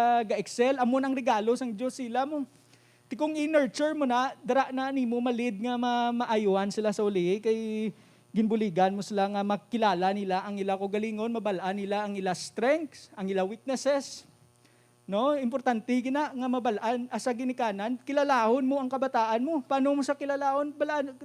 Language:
Hiligaynon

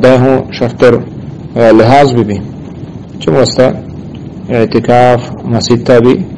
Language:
Eastern Balochi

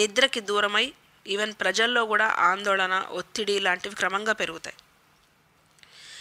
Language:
Telugu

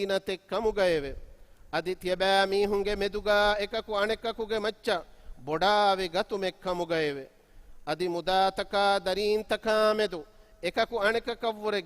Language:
Divehi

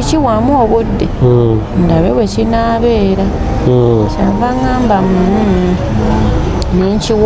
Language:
Ganda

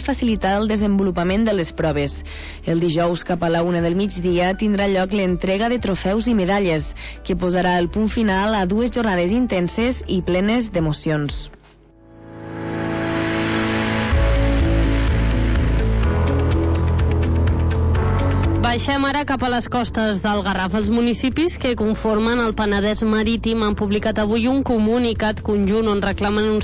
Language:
Catalan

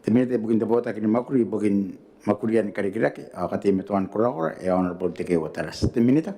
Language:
Gilbertese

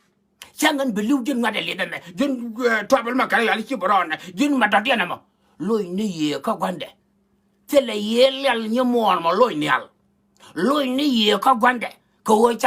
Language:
Nuer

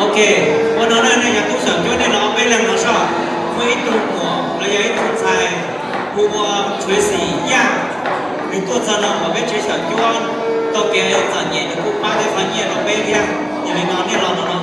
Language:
Hmong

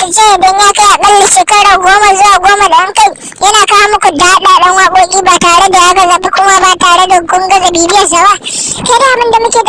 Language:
Hausa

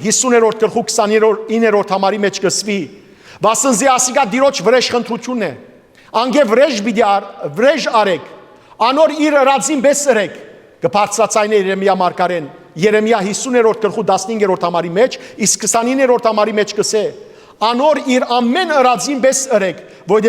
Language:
Western Armenian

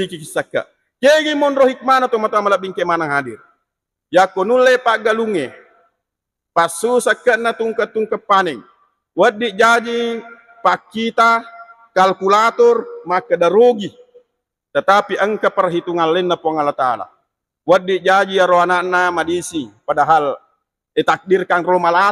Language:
Buginese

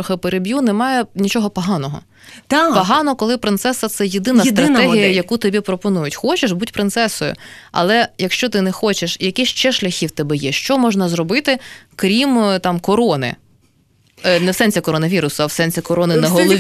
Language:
Ukrainian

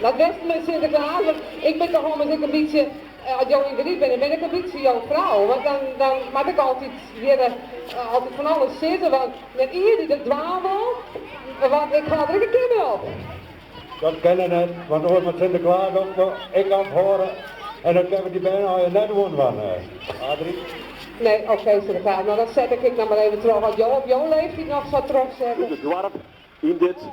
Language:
Western Frisian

